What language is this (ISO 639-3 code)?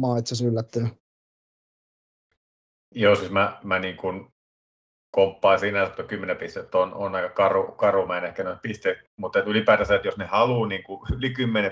fin